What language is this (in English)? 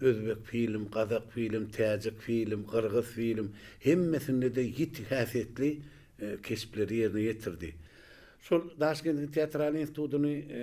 Turkmen